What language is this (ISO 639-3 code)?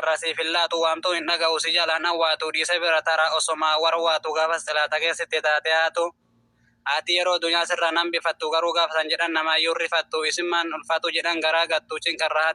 orm